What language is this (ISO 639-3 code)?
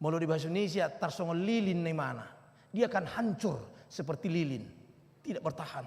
bbc